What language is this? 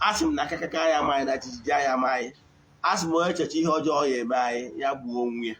Igbo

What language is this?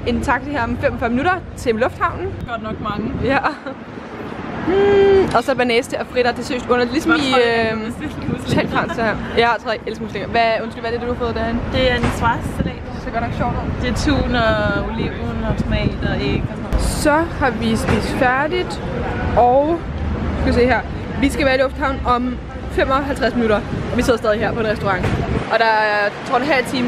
Danish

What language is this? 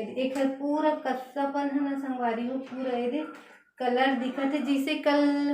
Chhattisgarhi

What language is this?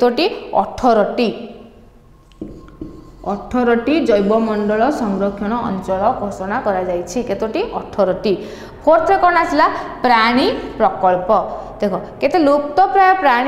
Odia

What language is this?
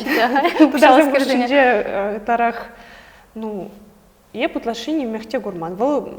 Chuvash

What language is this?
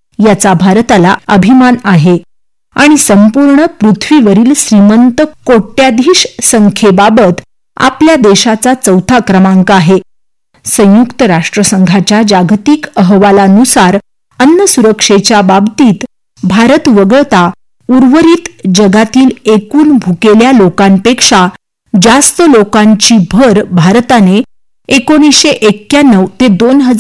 Marathi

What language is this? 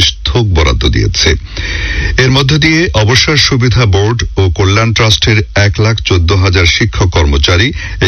Bangla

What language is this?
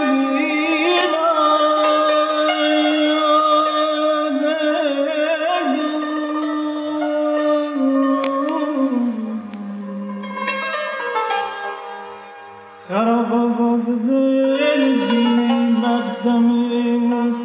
Persian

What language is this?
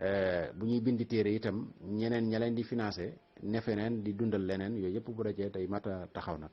Wolof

